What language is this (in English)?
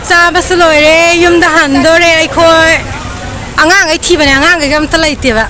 Manipuri